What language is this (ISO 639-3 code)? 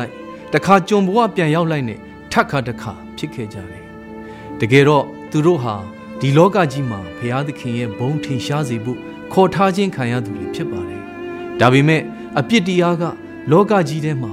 mya